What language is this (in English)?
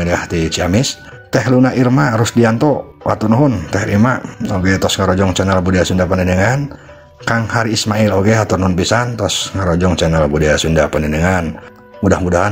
Sundanese